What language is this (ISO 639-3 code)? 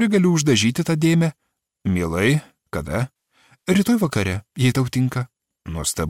lit